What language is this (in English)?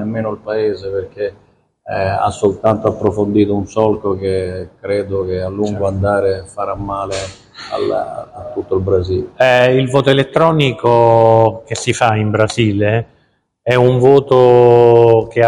Italian